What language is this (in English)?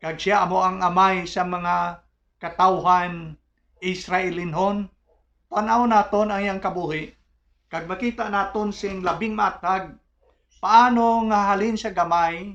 Hiligaynon